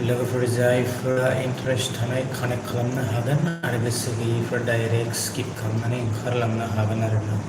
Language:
Bodo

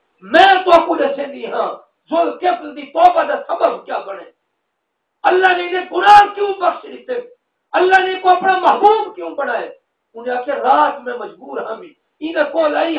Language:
Saraiki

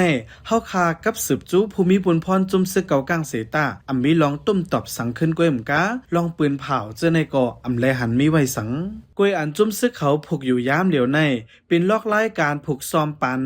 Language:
Shan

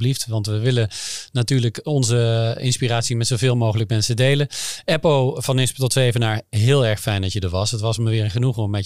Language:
Dutch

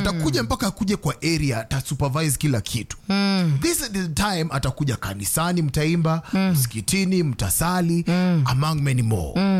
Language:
Swahili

